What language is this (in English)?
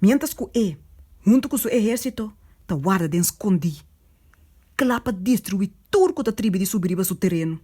Papiamento